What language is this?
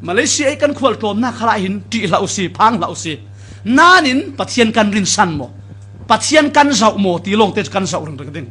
Falam Chin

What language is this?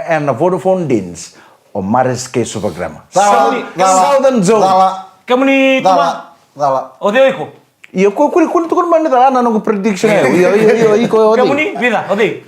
Fijian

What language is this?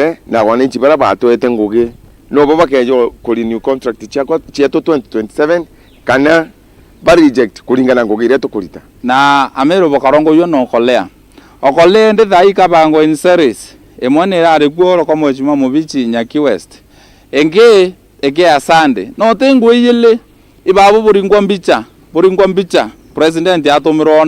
Meru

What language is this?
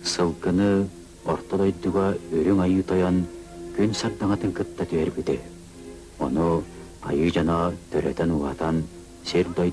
Yakut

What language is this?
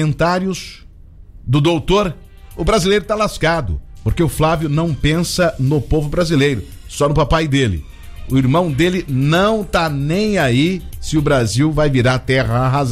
Portuguese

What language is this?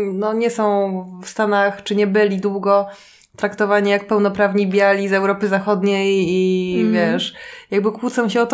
Polish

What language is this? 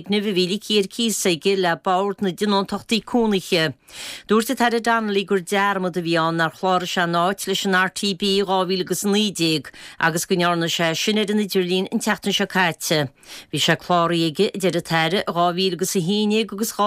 Irish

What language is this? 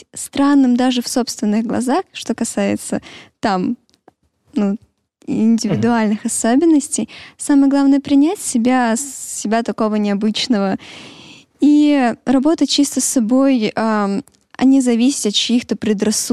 Russian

